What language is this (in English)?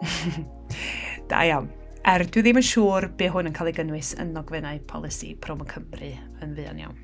Welsh